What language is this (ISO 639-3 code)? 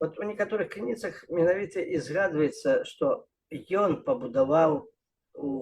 bel